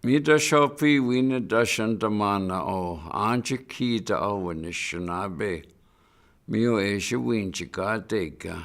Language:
Chippewa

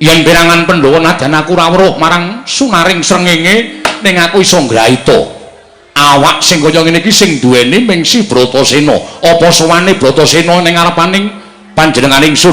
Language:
Javanese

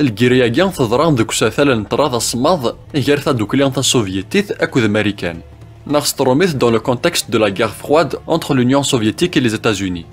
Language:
Kabyle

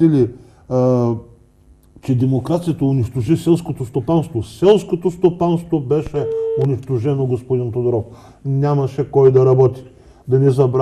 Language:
Bulgarian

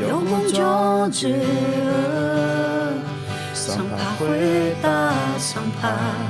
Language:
Akha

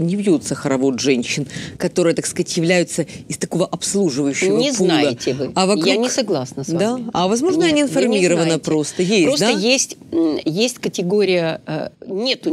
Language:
Russian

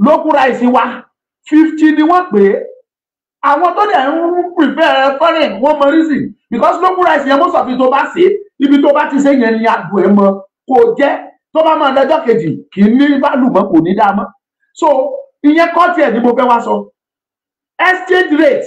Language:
Yoruba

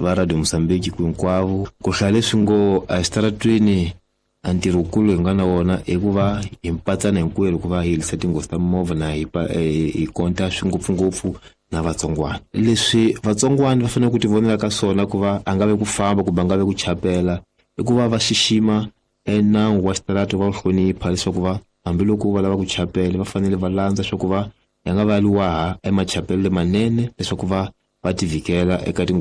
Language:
Tsonga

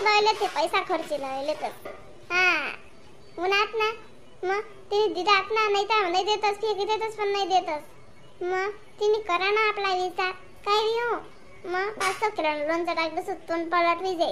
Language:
Khandesi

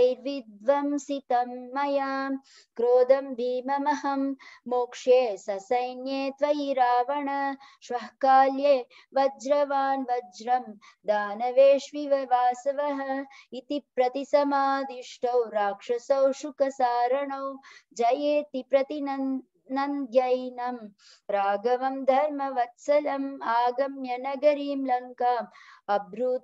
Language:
Sanskrit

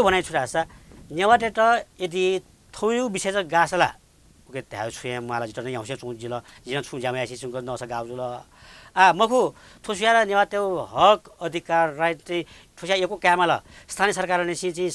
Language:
Newari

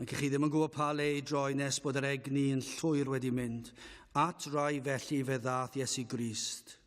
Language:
Welsh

